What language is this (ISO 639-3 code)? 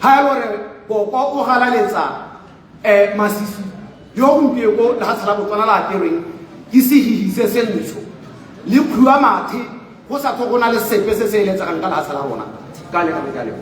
tsn